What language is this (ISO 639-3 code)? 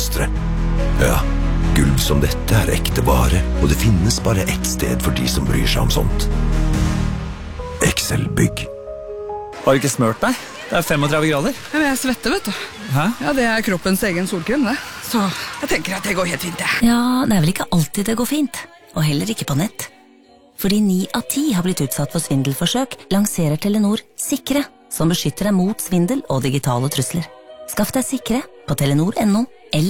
nor